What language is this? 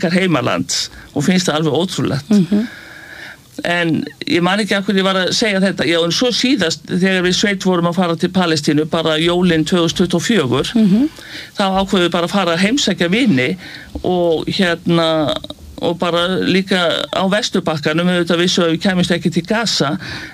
Icelandic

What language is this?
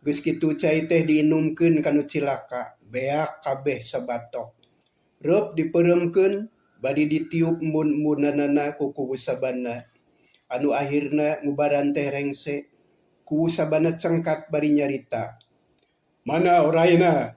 Sundanese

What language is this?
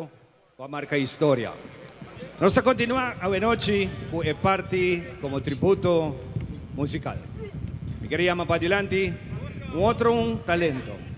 Papiamento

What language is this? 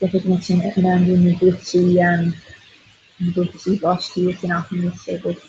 Irish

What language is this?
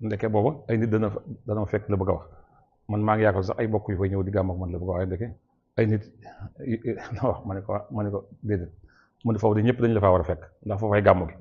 Wolof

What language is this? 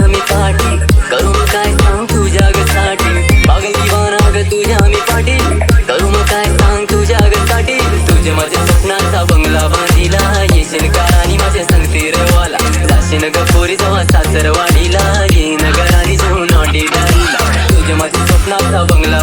Marathi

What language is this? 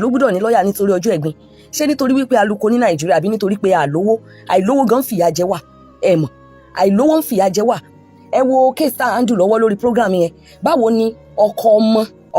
Yoruba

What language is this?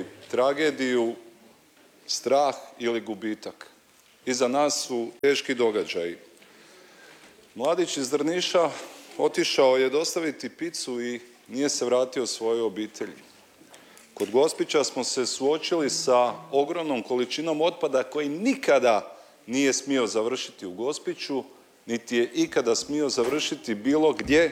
Croatian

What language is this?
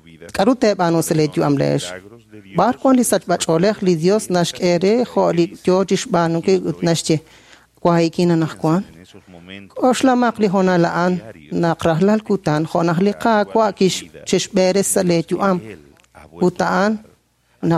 Kekchí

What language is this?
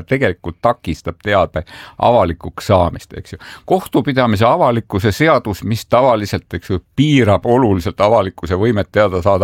Estonian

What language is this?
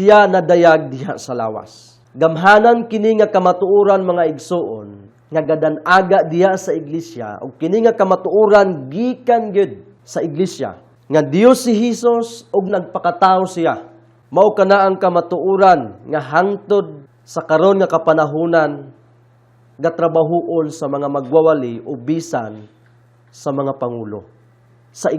Cebuano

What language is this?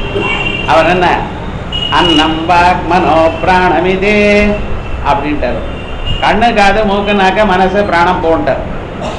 Tamil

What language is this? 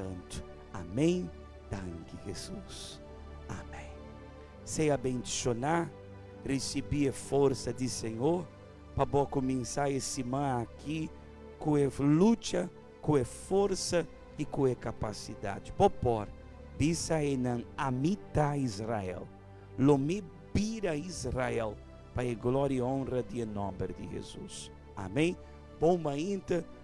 Papiamento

